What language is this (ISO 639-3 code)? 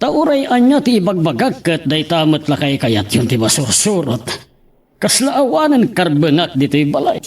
ilo